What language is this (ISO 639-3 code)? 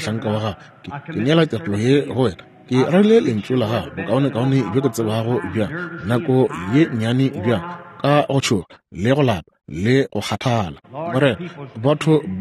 nso